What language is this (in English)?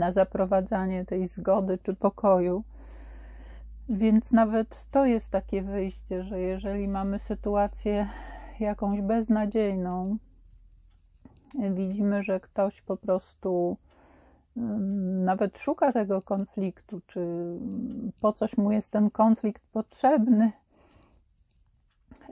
Polish